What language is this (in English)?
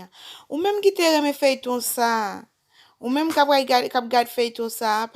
Haitian Creole